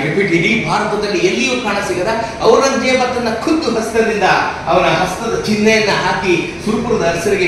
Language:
Kannada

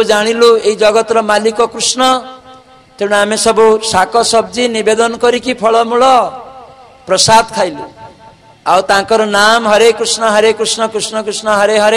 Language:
Odia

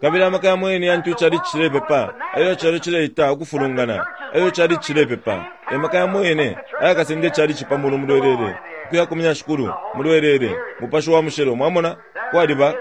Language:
Bemba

